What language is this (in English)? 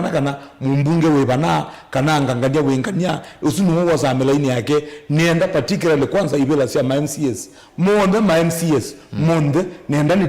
Kamba